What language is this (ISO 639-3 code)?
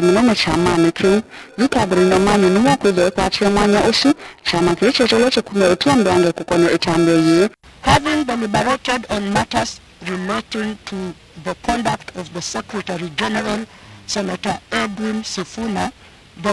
kam